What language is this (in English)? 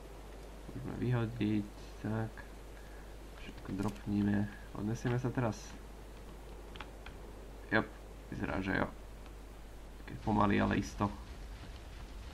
Slovak